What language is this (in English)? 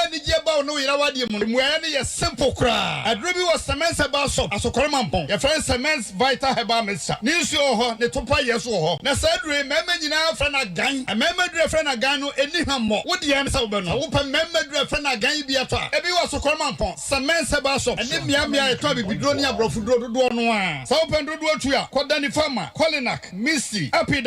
Akan